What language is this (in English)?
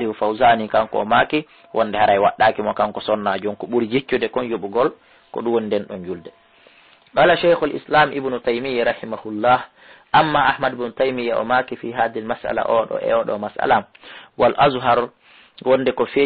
Fula